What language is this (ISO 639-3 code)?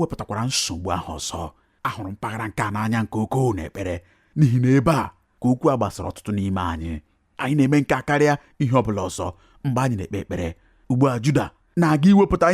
ibo